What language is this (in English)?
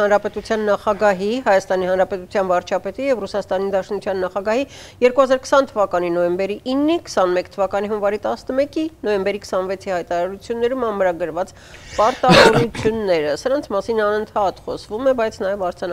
Armenian